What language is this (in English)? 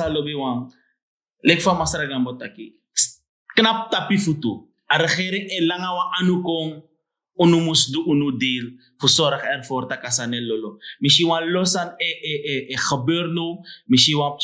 Sranan Tongo